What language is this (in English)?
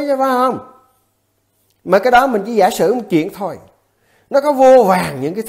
Vietnamese